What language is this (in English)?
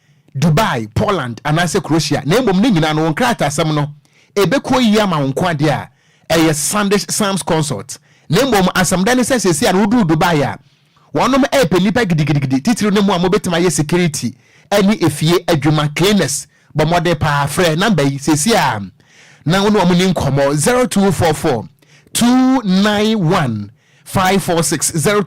Akan